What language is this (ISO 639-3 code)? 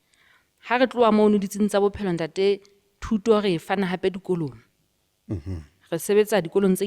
sot